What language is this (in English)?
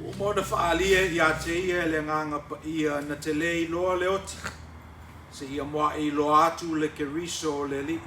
Samoan